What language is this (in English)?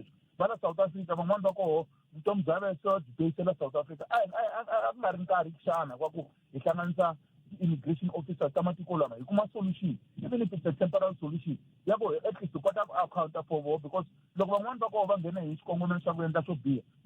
Tsonga